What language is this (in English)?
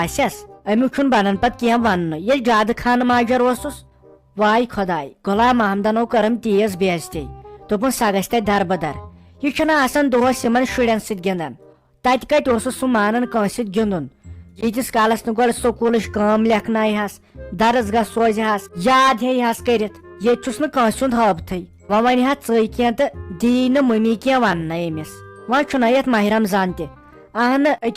Kashmiri